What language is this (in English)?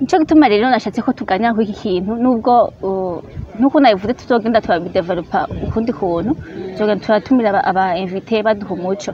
Rundi